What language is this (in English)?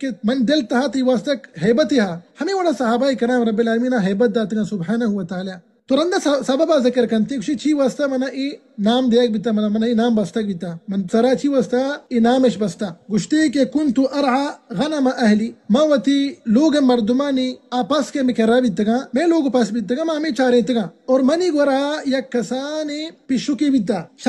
Baluchi